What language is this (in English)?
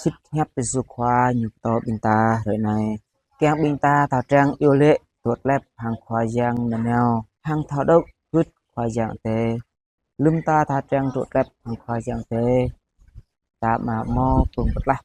Jarai